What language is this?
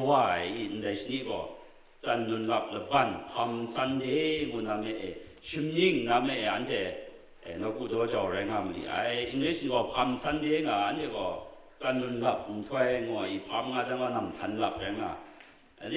Kachin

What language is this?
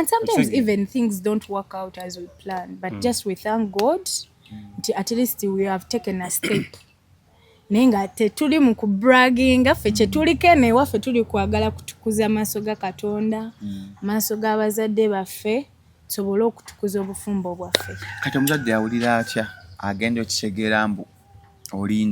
Ganda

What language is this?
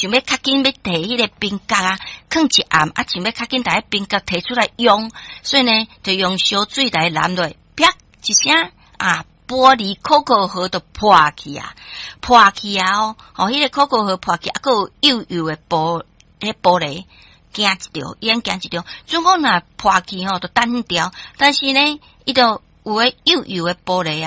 Min Nan Chinese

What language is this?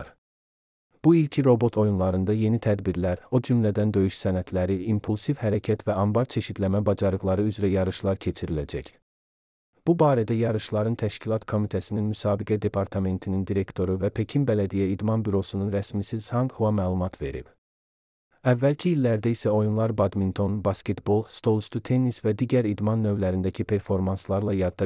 Azerbaijani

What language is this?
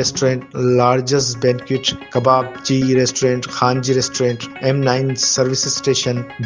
Sindhi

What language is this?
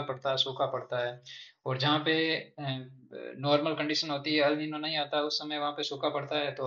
Hindi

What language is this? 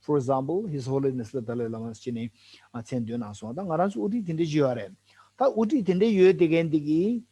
Tibetan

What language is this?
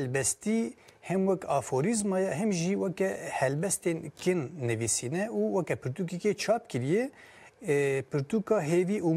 Kurdish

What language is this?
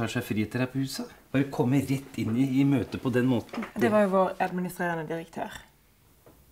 Norwegian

